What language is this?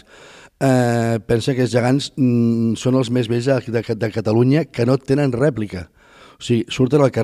Catalan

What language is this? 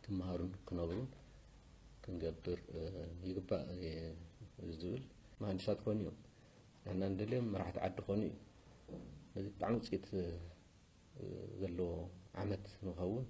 Tigrinya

